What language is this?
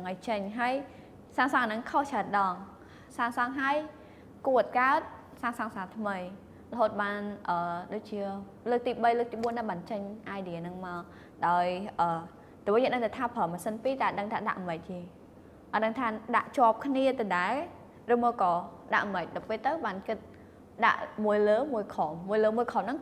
Khmer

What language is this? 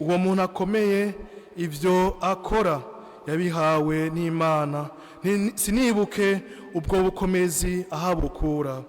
Rundi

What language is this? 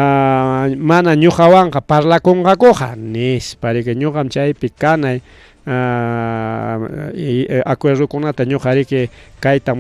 Ayacucho Quechua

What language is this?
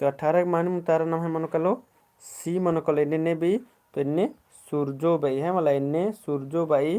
Kurukh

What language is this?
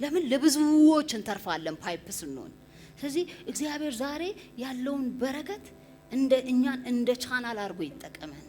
Amharic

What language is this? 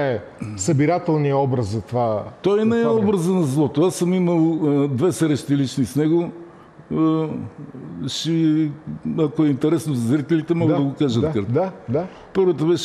Bulgarian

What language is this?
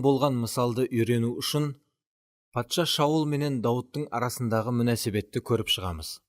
Kara-Kalpak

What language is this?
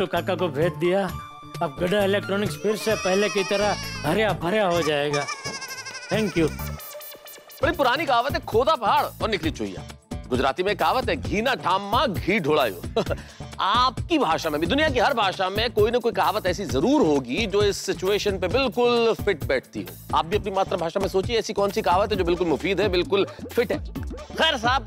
Hindi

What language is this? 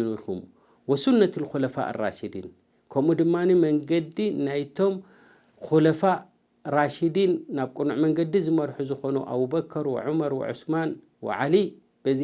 Tigrinya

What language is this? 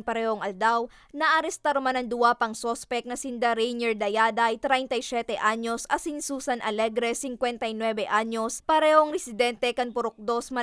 Bikol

